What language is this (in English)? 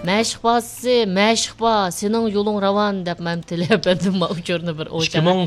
Uyghur